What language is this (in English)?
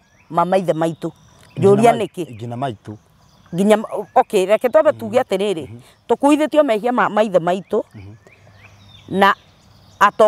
Kikuyu